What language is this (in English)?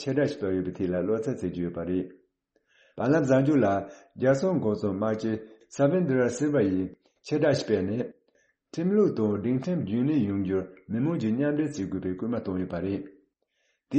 Tibetan